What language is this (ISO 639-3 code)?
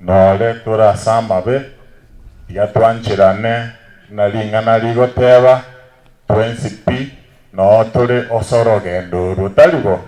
guz